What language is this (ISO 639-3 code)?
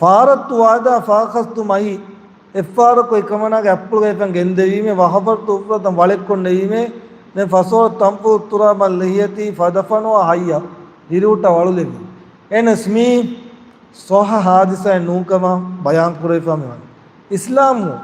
div